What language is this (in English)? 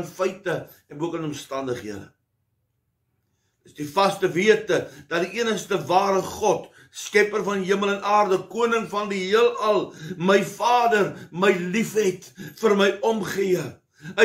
Afrikaans